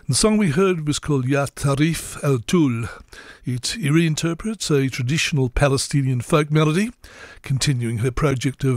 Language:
English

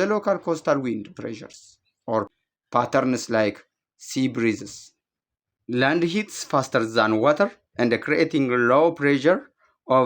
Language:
English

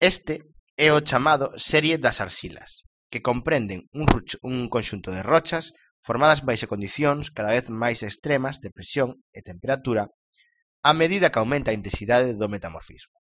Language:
Galician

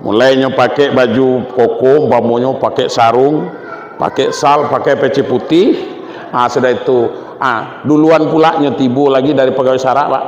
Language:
Minangkabau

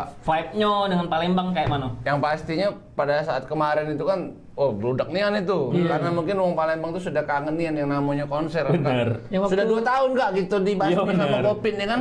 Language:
Musi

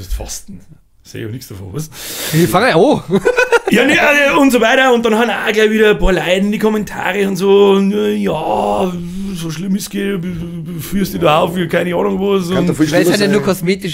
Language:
Bavarian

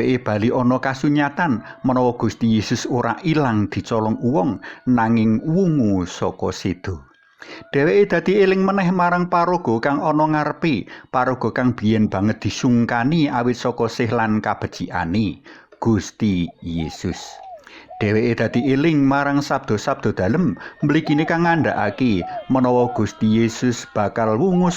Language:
Javanese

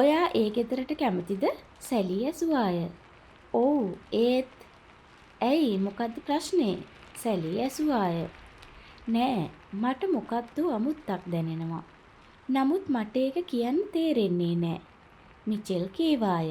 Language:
Sinhala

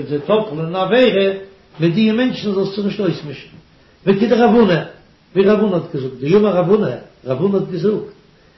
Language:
Yiddish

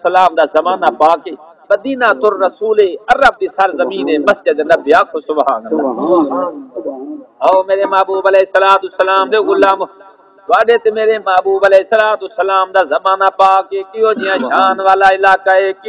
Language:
Saraiki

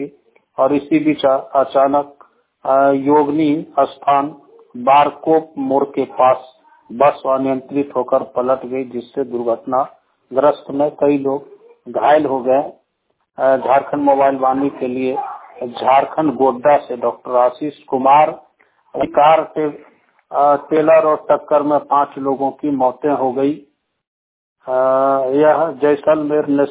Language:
Hindi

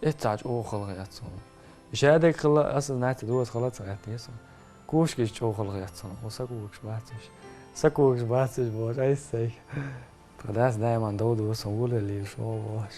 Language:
Chechen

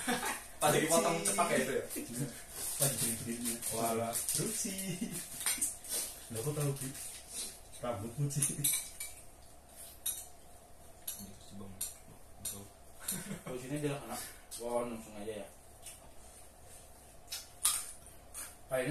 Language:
Indonesian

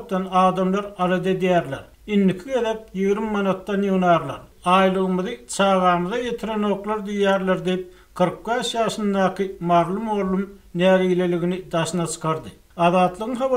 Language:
Turkmen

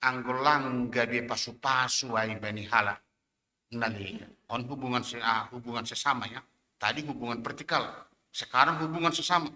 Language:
Batak Simalungun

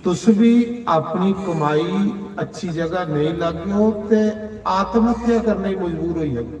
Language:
Dogri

